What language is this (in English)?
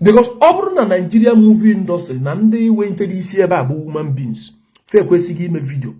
Igbo